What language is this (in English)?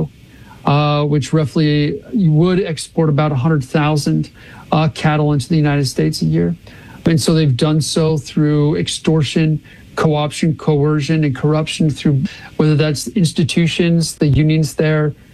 English